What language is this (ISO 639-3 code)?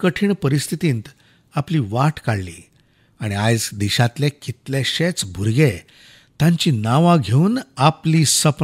kok